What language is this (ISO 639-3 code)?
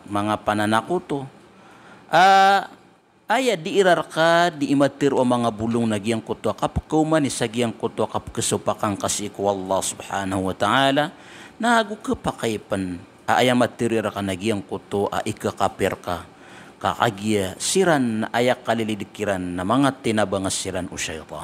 mrw